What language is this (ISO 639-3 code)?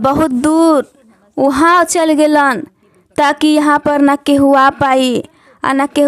bho